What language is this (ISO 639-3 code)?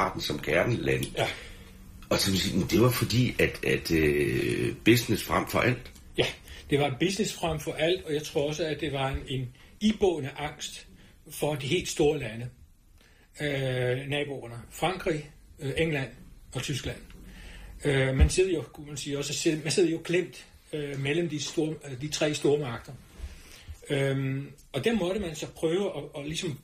dan